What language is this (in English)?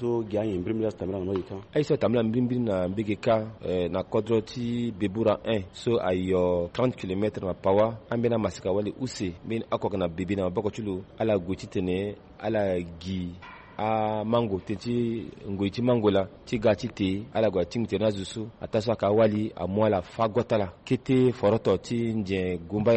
Sango